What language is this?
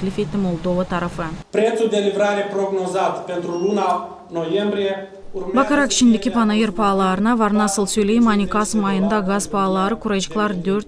Gagauz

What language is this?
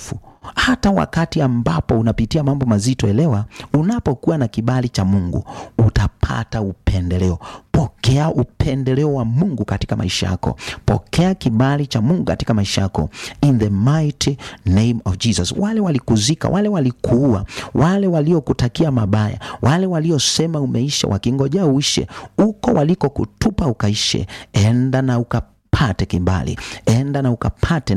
Swahili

